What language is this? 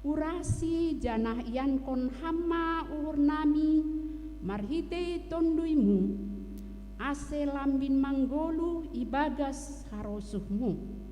Batak Simalungun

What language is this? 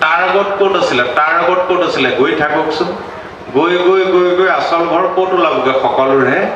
Assamese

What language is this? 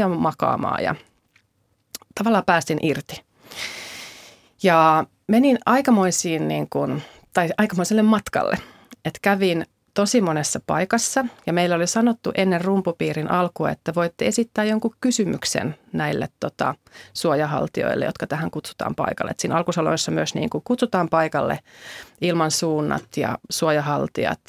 Finnish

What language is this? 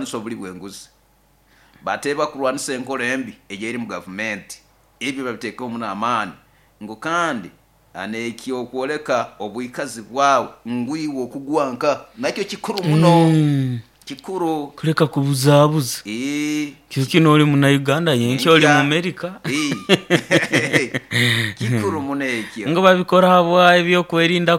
Nyoro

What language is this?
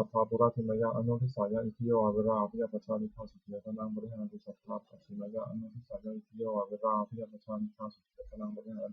Pali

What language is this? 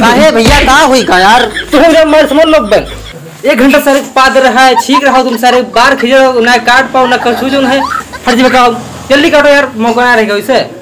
Awadhi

